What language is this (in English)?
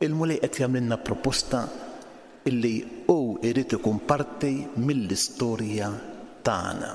Maltese